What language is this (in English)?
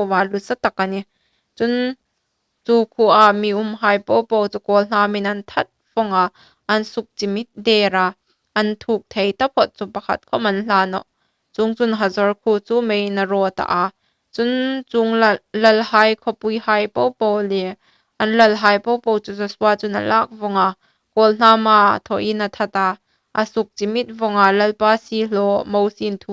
Hmar